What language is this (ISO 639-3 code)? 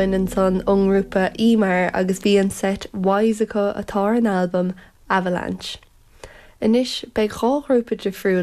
gle